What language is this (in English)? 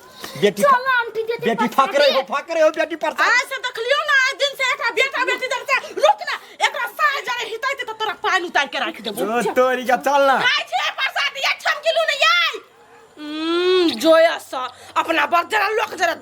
Maithili